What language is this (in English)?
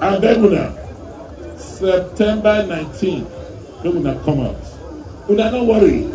Nigerian Pidgin